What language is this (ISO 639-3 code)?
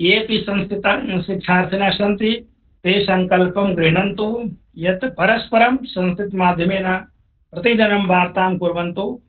san